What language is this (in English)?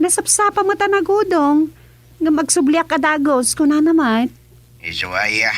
Iloko